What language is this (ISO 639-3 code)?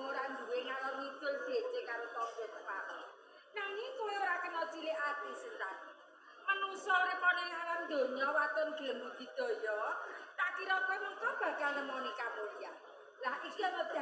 jav